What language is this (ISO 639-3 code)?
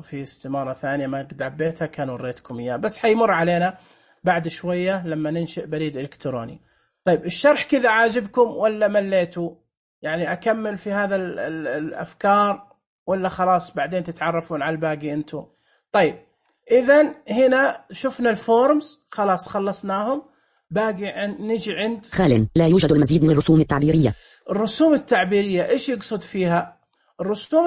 ars